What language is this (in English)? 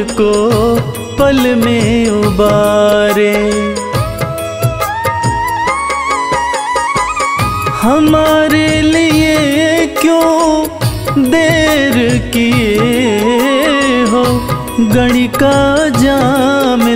Hindi